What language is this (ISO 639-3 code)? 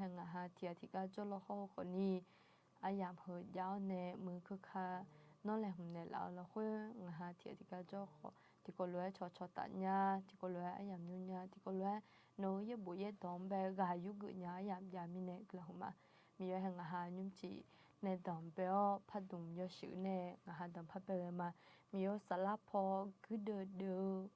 ahk